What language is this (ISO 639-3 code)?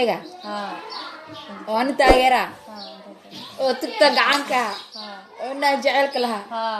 som